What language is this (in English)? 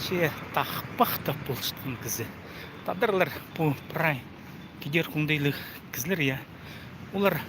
Khakas